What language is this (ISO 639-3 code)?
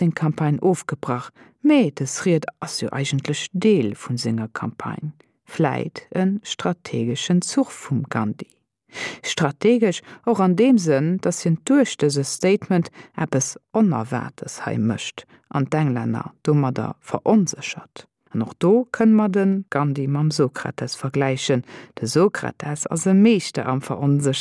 ltz